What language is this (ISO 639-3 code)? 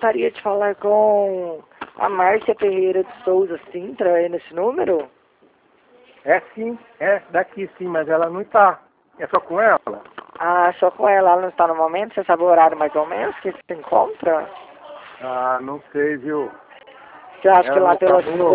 por